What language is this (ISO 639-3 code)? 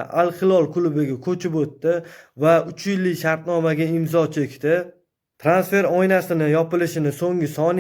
uzb